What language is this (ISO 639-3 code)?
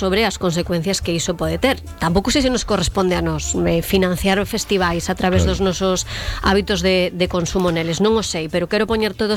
glg